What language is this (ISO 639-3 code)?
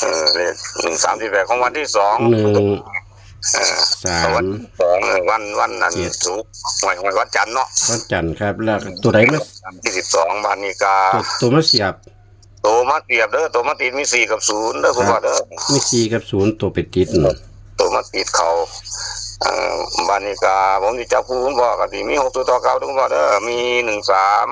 tts